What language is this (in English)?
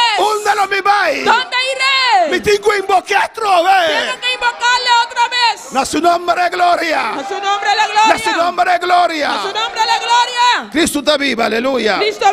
Papiamento